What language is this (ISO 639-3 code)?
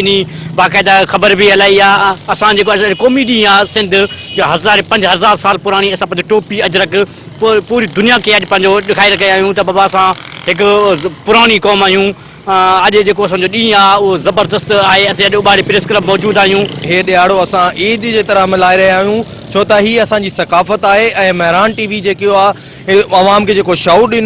snd